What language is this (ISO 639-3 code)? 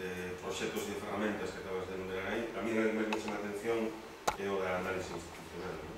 glg